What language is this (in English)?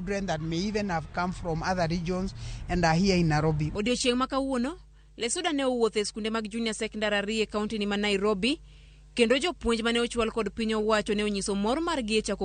Luo (Kenya and Tanzania)